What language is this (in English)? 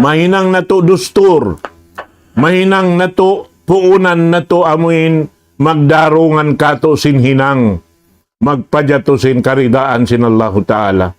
Tausug